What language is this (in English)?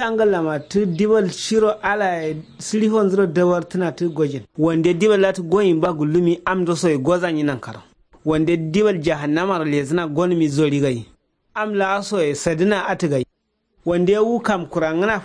Kanuri